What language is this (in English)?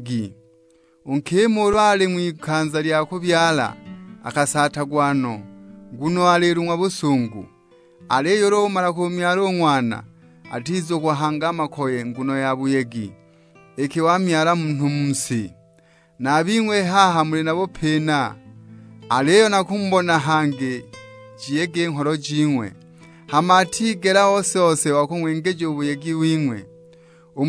Sukuma